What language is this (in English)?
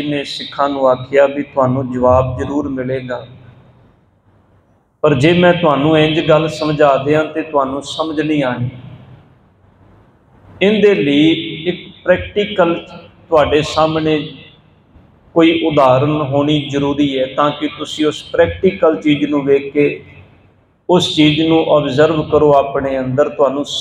Punjabi